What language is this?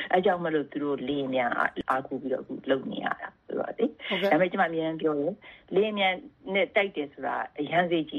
Burmese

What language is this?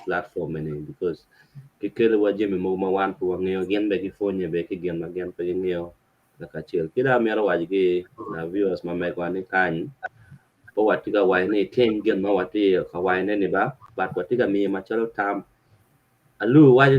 Acoli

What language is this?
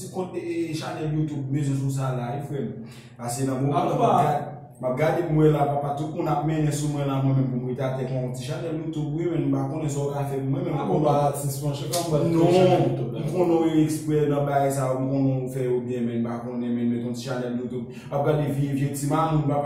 Haitian Creole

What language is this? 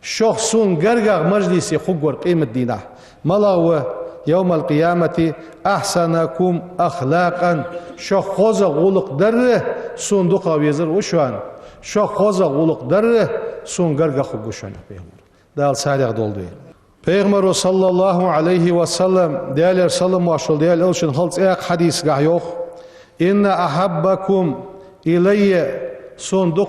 Ingush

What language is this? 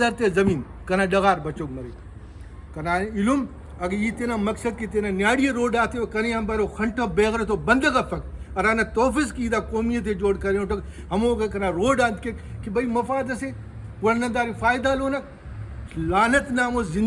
Brahui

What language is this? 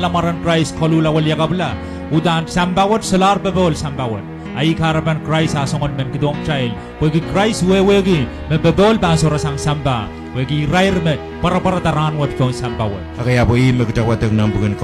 Pohnpeian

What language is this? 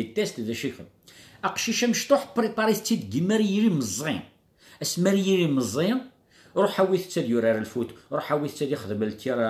Kabyle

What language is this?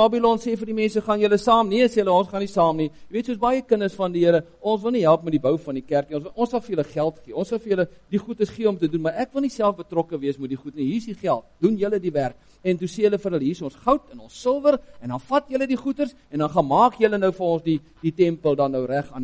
Afrikaans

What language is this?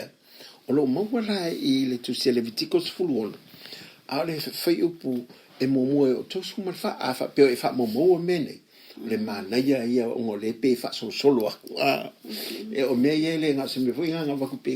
Samoan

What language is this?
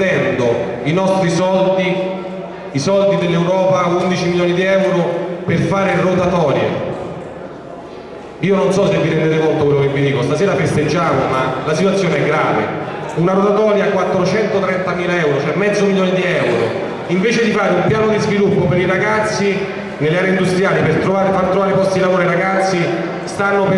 Italian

